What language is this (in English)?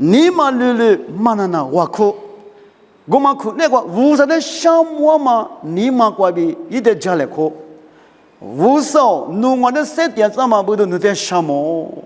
Lisu